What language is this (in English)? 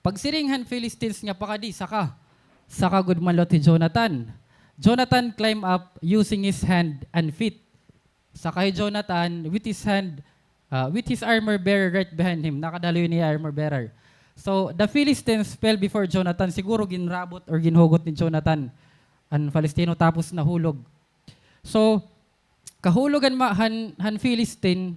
Waray